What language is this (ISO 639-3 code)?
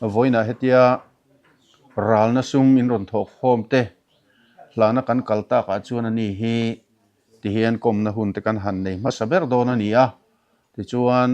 lus